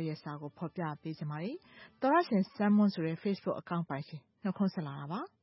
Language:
Burmese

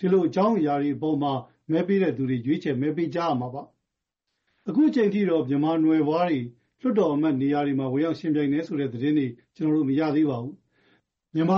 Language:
Burmese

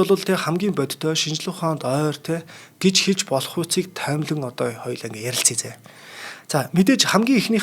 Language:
Mongolian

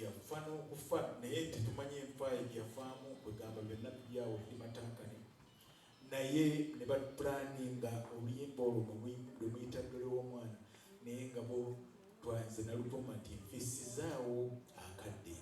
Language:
Ganda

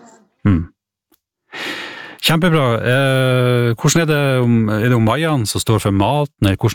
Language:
Norwegian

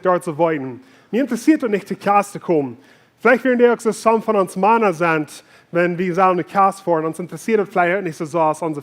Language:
Plautdietsch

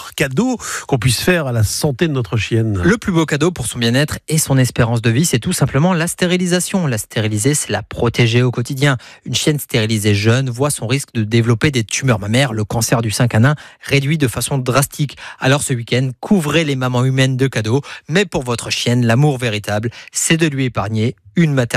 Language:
French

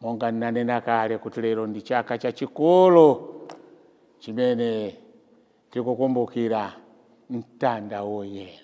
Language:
Nyanja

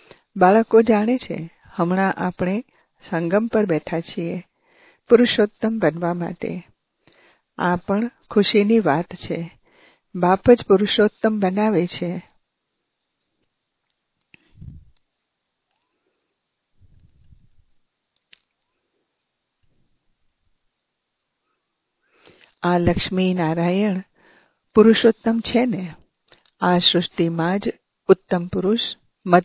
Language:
Gujarati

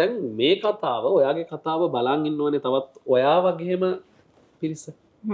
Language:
Sinhala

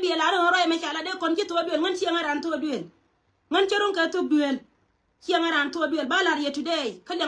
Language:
Nuer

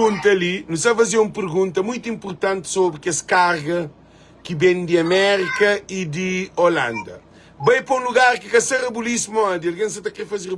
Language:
Kabuverdianu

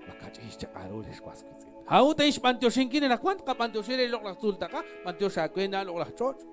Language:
Kekchí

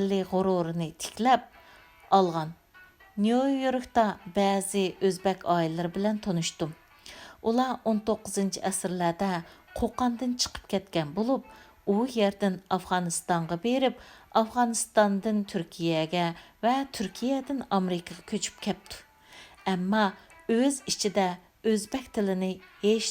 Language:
Uyghur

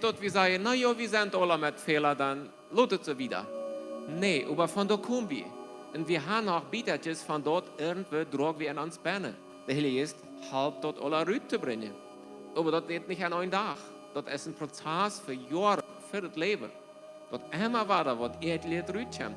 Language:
Plautdietsch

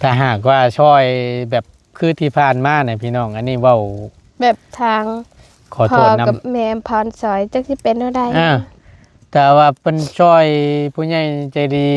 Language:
Lao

